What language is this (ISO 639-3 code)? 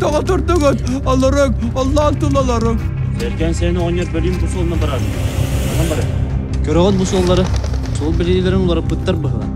sah